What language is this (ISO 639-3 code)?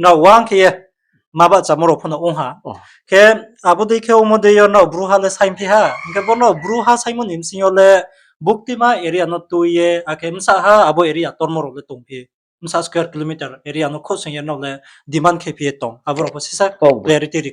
ria